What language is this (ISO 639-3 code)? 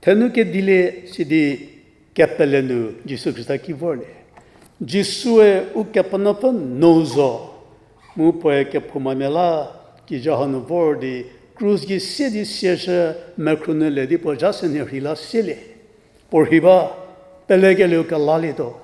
njm